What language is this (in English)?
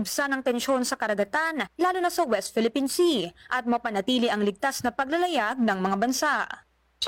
Filipino